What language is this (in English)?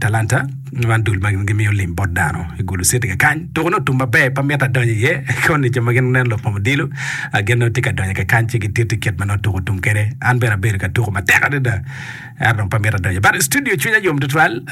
Acoli